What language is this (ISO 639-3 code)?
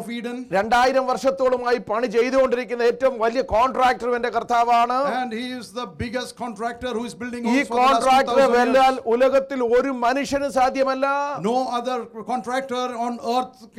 mal